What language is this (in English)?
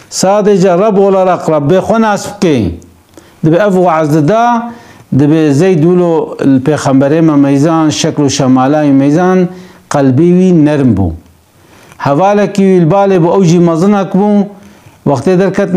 Kurdish